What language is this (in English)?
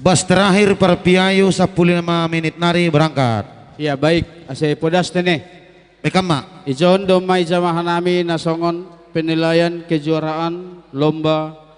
Batak Simalungun